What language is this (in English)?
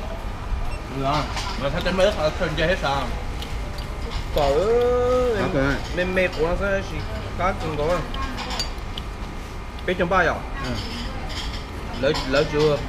Vietnamese